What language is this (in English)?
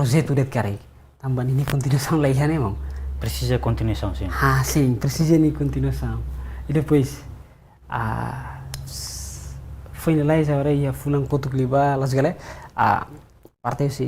Tetum